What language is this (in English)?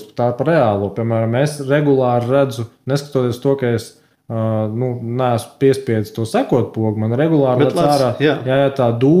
Latvian